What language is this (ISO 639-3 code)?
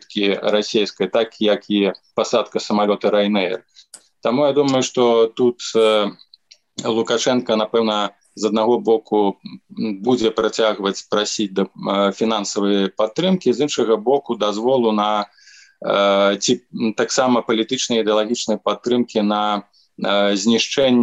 bel